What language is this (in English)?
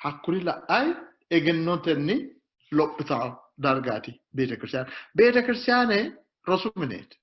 Sidamo